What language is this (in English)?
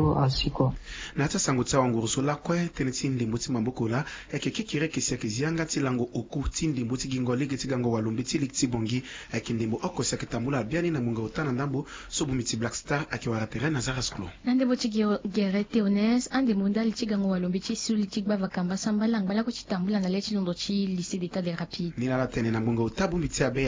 Sango